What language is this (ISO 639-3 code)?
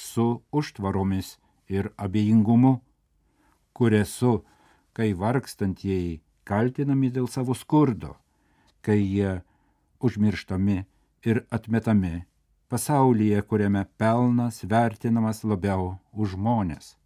lit